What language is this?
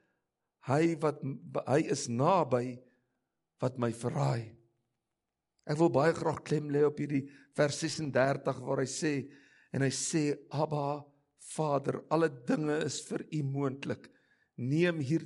Afrikaans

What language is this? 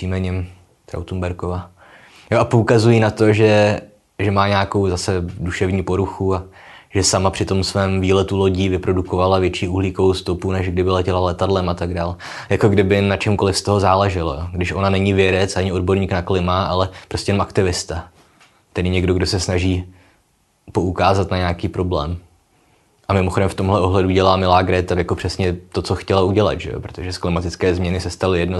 Czech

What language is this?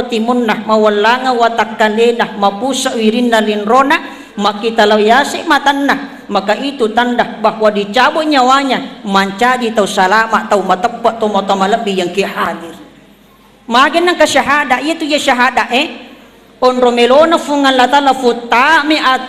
Buginese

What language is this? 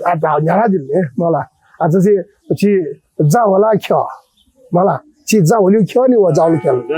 Newari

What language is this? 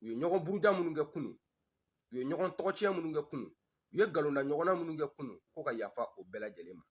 Bambara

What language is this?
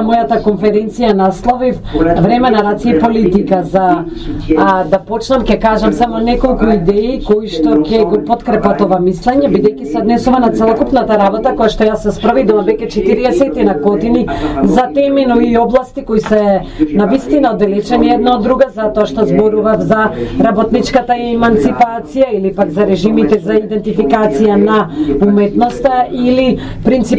Macedonian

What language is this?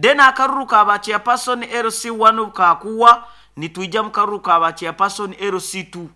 Nyoro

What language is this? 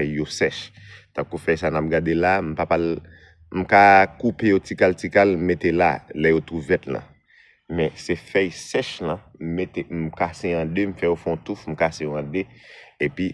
Haitian Creole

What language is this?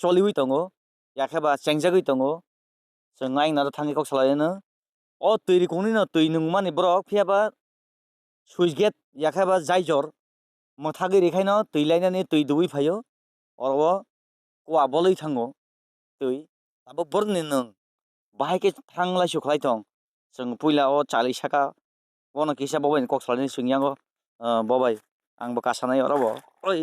Kok Borok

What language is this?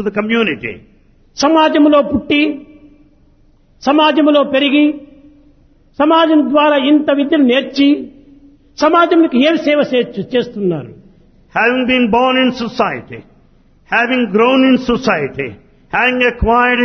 Telugu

